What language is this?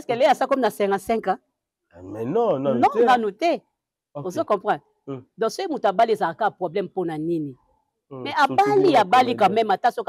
Lingala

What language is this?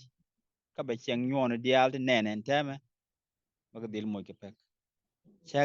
Nuer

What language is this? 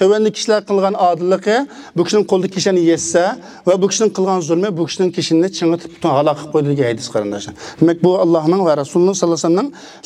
Uyghur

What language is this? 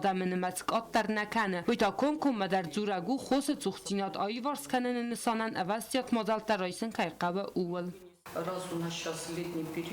Ossetic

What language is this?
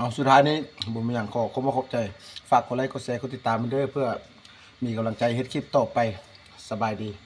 Lao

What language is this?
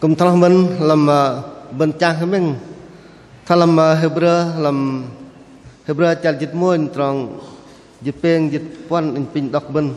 Bahnar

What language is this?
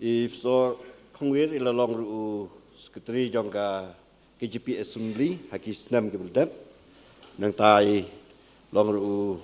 Khasi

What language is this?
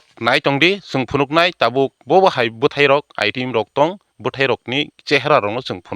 Kok Borok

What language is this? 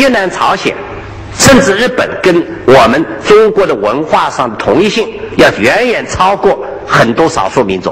Chinese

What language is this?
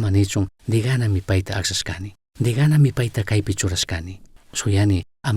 Chimborazo Highland Quichua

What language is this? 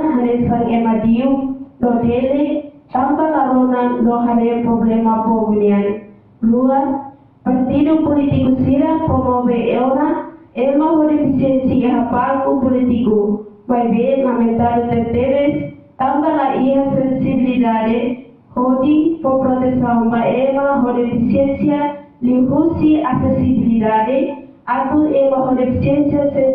Tetum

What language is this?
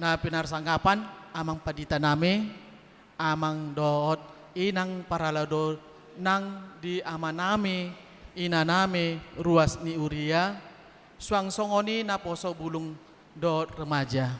Batak Toba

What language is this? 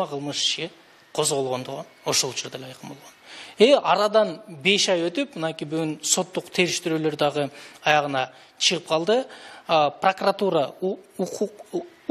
Kyrgyz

